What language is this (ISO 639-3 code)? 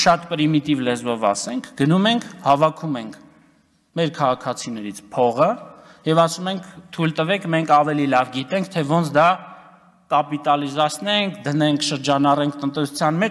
hye